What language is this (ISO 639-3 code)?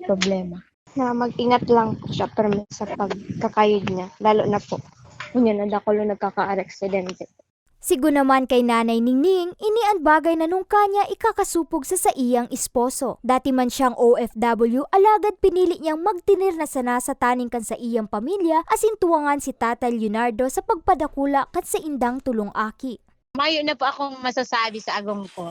bik